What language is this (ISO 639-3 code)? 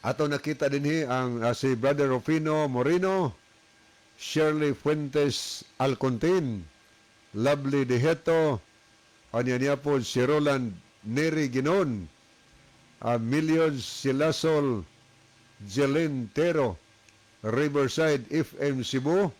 ceb